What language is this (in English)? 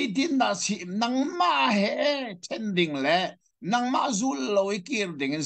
Hakha Chin